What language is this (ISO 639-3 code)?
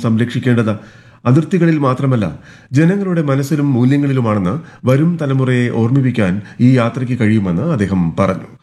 mal